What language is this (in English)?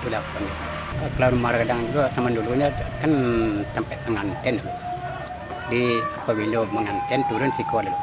Minangkabau